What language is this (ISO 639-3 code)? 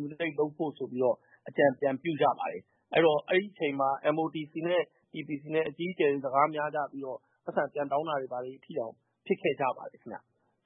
mya